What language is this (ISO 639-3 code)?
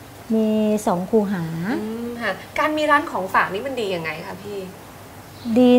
tha